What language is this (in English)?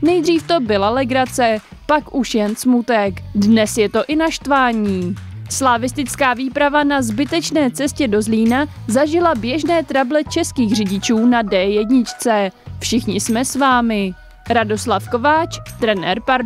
Czech